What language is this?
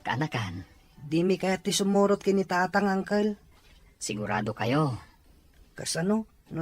Iloko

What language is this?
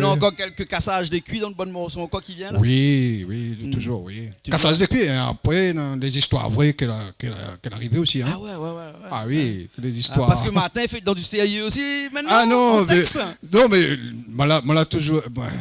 Réunion Creole French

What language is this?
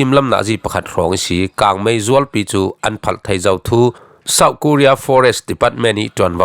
Falam Chin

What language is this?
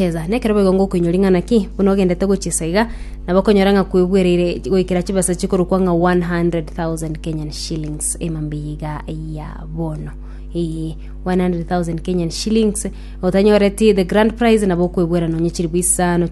Gusii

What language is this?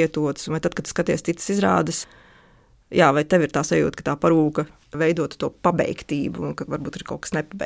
Latvian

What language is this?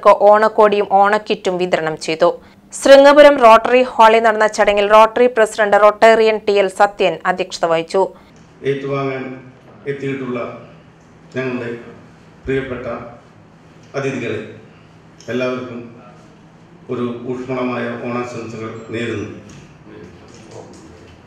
Malayalam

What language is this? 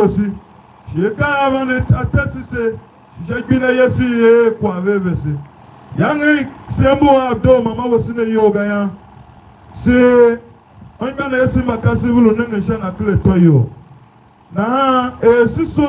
Tiv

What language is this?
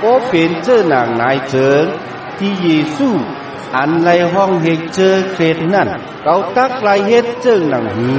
Shan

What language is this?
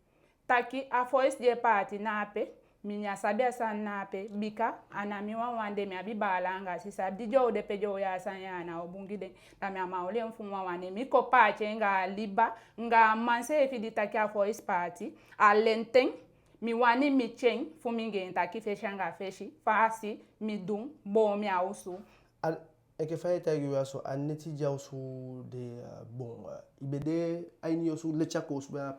Eastern Maroon Creole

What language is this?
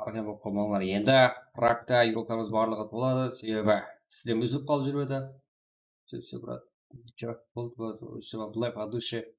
Kara-Kalpak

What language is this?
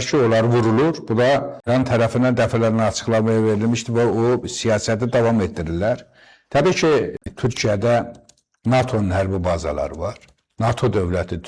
Azerbaijani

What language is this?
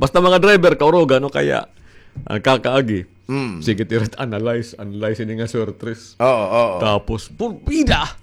Waray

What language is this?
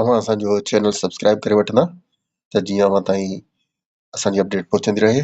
Sindhi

